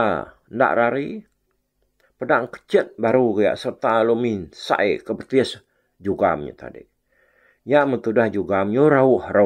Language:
Iban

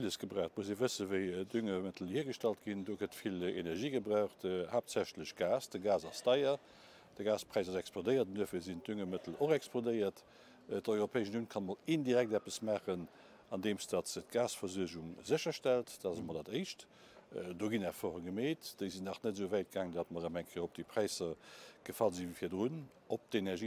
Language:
Luxembourgish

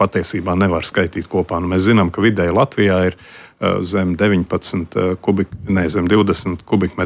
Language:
Latvian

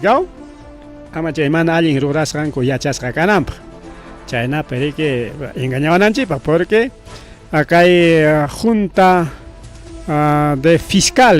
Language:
Ayacucho Quechua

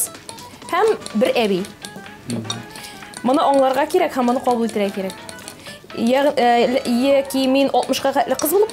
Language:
Tatar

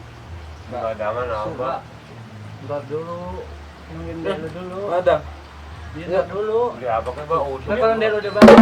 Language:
Betawi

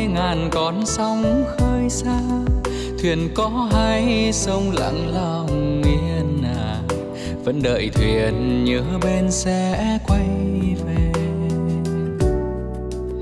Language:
Vietnamese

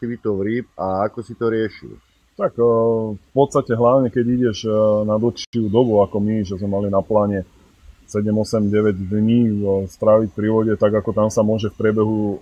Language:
Slovak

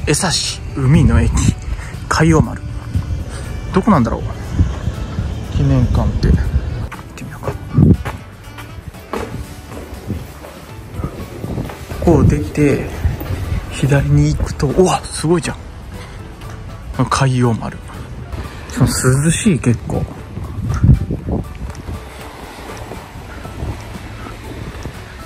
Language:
Japanese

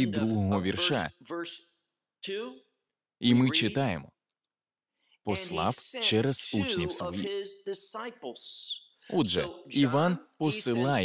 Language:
Ukrainian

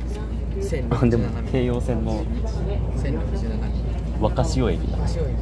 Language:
Japanese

